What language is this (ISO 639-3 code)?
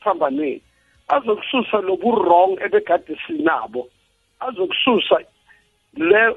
nbl